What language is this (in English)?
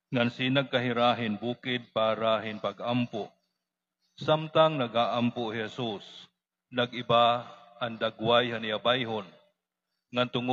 Waray